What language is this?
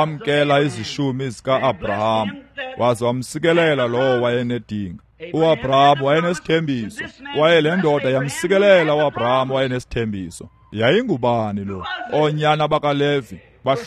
Xhosa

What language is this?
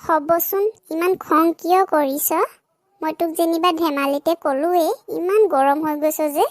Assamese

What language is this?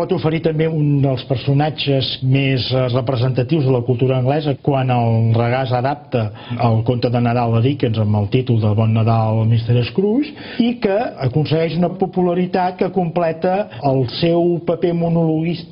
Catalan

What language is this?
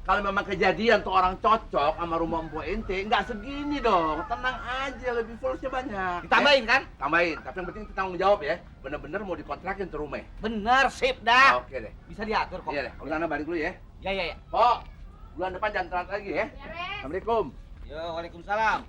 Betawi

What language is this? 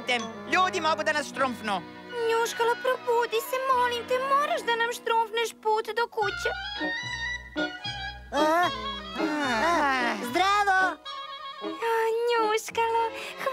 Serbian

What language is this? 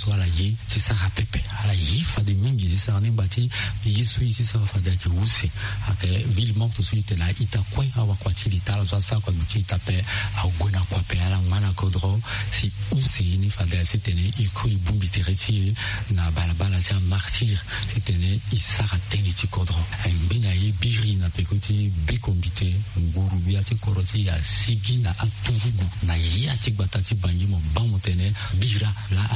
Sango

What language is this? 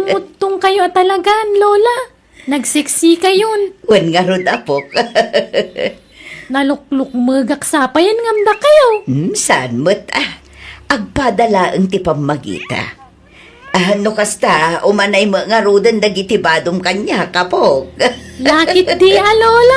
Iloko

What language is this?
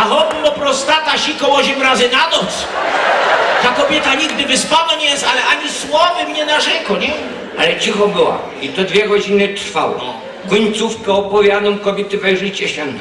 Silesian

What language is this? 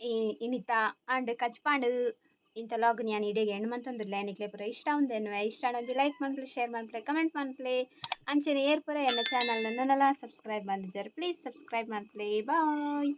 Tulu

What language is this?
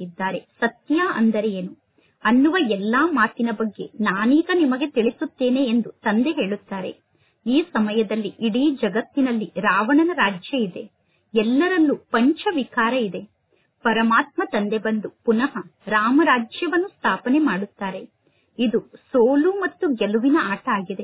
Kannada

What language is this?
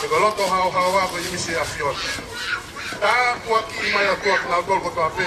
Tongan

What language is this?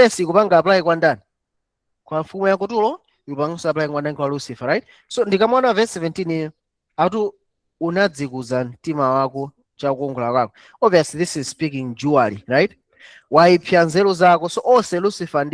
Nyanja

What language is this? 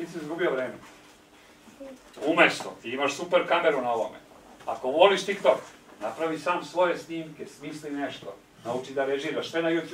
Serbian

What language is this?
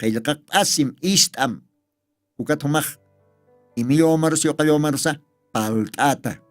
Aymara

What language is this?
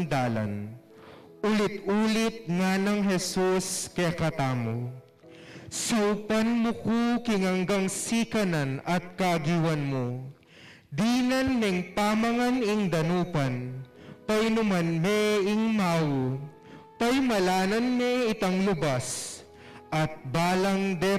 Pampanga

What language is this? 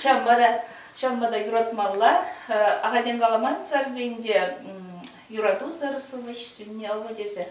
Chuvash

